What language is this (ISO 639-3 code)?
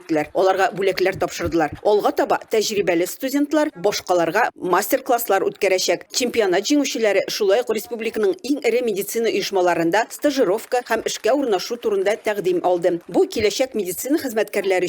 tat